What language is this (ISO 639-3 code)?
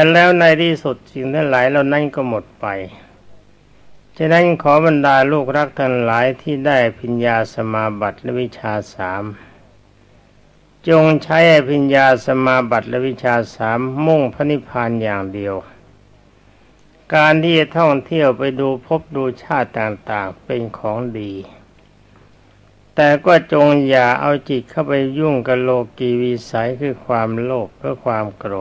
tha